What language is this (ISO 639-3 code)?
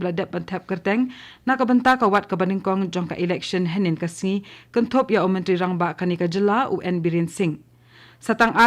kha